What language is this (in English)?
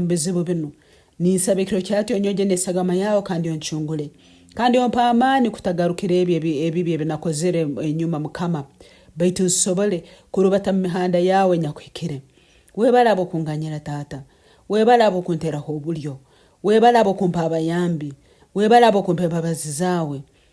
Nyankole